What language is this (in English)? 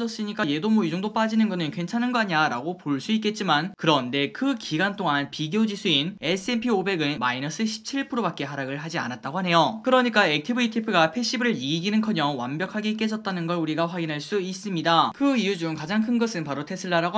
Korean